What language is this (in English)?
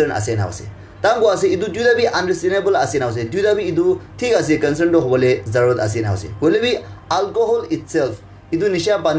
Naga Pidgin